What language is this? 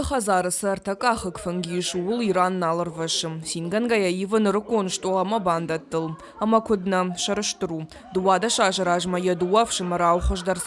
Ossetic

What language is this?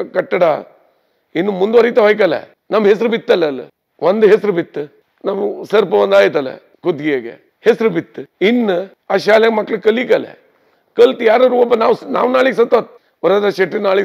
Kannada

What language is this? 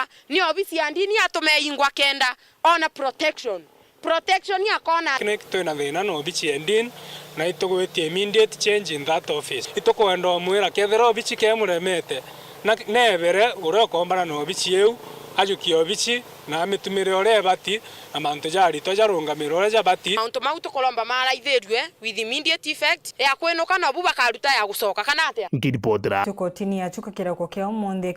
Meru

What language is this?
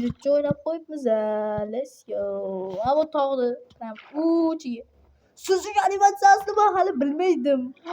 Uzbek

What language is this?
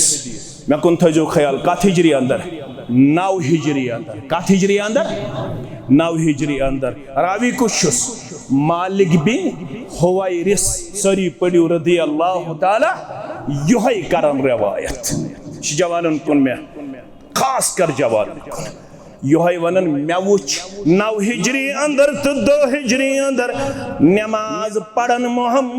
Kashmiri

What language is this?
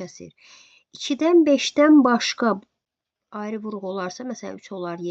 Azerbaijani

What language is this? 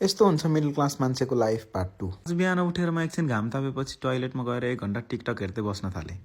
Nepali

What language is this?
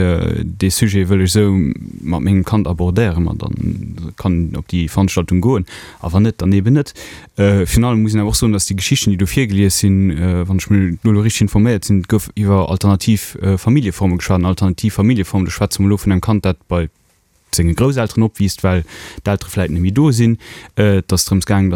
Luxembourgish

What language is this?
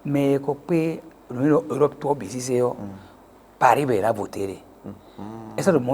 Fon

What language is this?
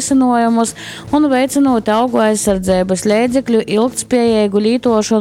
Latgalian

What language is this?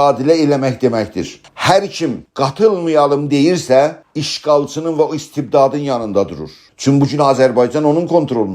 South Azerbaijani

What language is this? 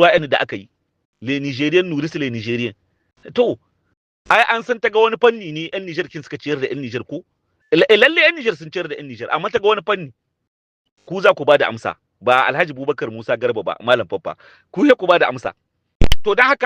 Hausa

